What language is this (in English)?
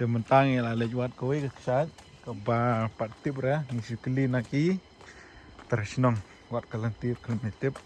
Khasi